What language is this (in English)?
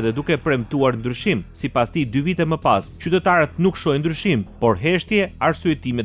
Albanian